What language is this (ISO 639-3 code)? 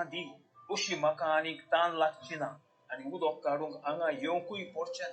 kok